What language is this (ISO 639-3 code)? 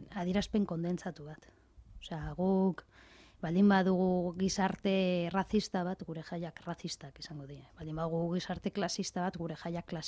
eus